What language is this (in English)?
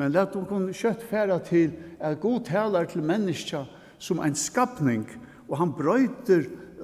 Faroese